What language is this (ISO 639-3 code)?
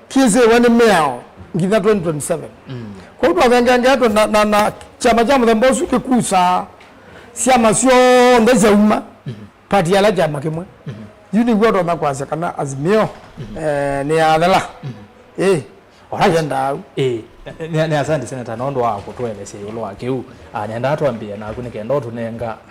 kam